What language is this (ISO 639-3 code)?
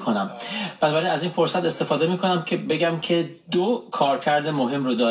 fas